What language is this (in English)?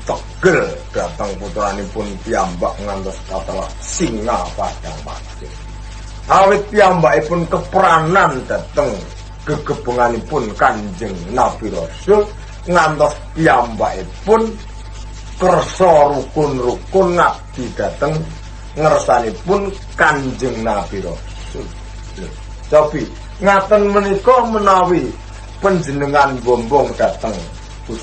Javanese